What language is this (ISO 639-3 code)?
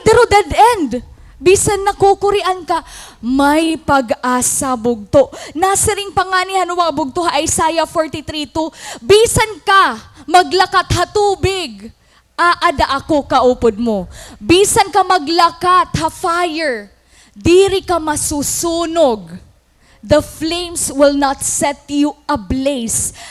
war